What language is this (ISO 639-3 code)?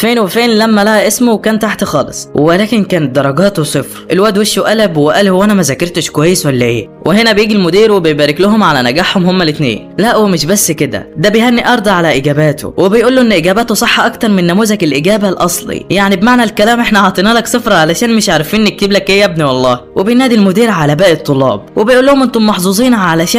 arz